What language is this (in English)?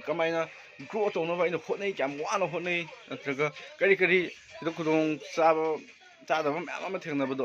Manipuri